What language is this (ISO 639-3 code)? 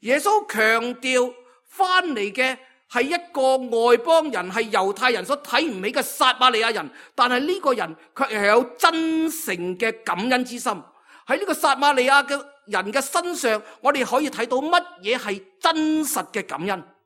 yue